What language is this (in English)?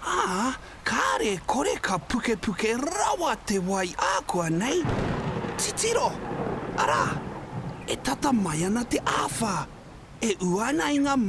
Māori